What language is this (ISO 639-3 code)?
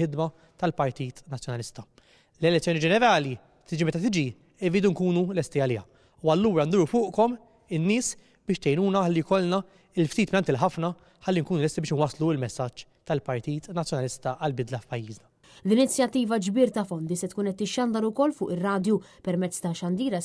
mlt